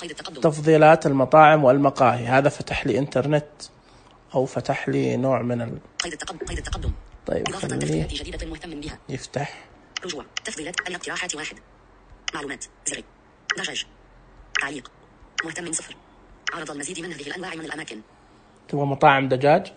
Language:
Najdi Arabic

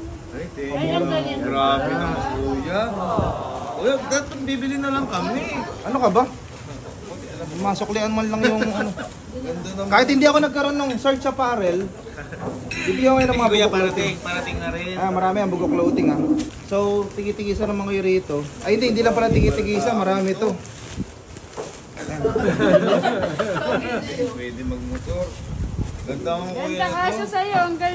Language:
Filipino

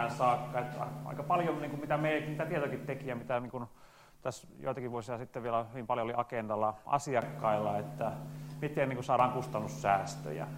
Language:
Finnish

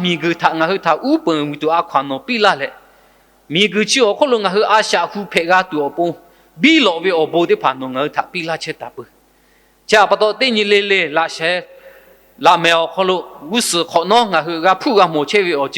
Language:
Lahu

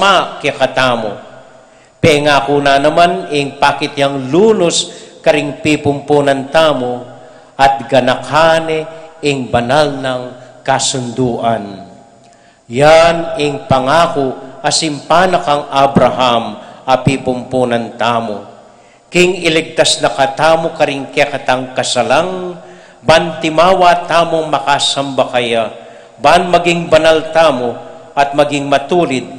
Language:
Pampanga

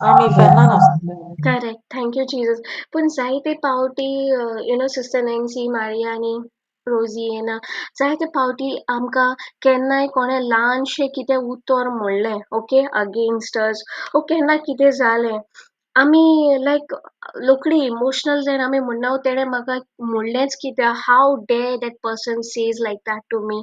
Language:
Konkani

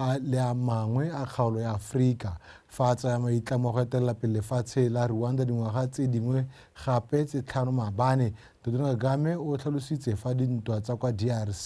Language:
Tswana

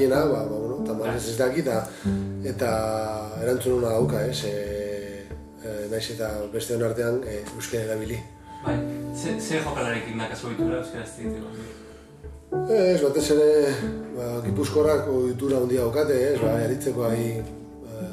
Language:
Basque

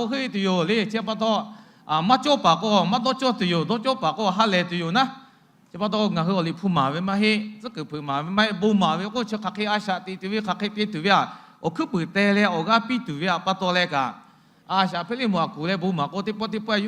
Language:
Lahu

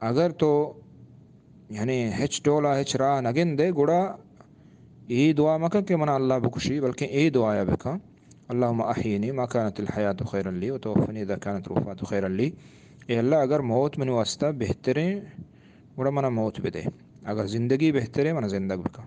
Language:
Eastern Balochi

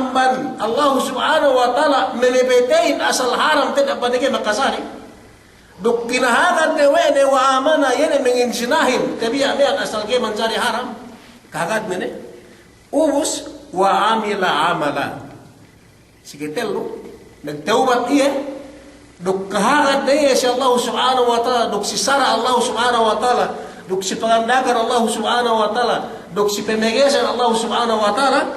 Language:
Yakan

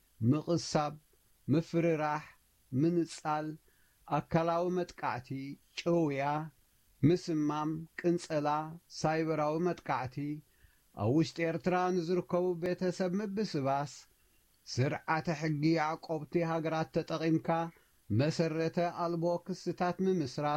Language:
Tigrinya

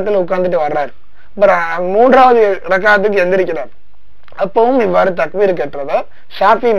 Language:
Tamil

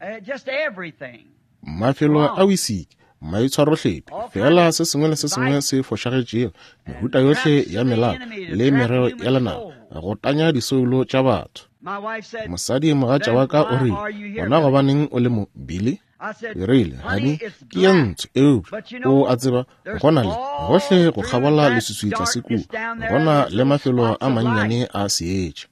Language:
Northern Sotho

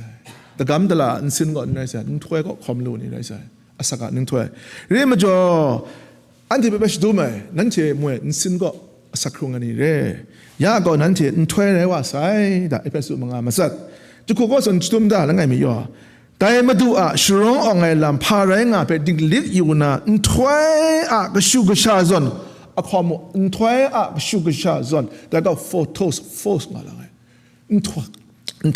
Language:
Kachin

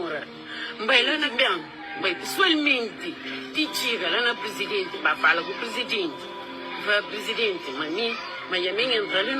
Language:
Kabuverdianu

